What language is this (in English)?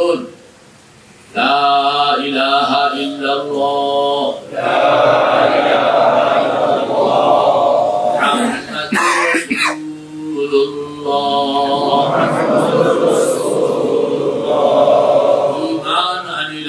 Bangla